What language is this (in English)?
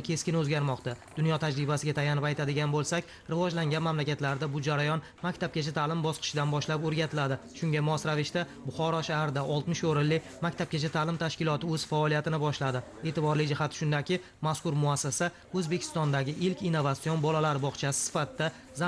Uzbek